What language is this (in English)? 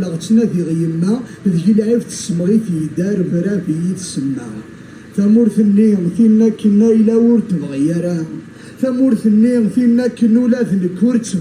Kabyle